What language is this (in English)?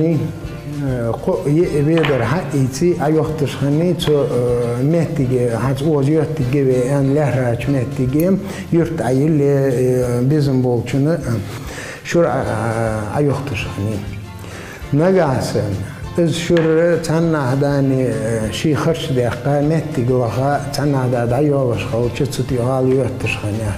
Ingush